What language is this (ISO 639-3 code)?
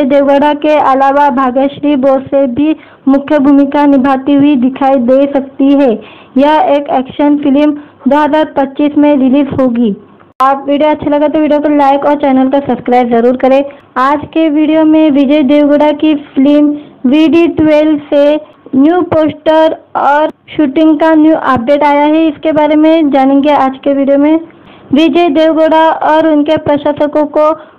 hin